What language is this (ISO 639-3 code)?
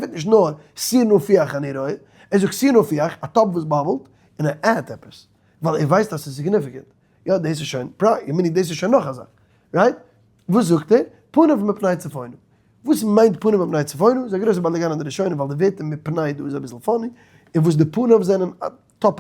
yid